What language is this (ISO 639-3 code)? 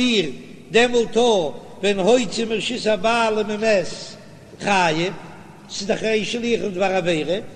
yid